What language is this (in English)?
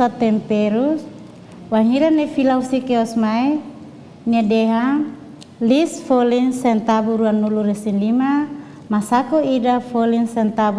Tetum